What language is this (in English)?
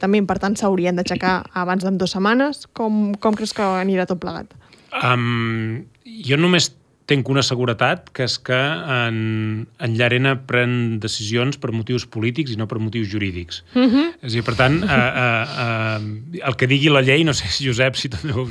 Catalan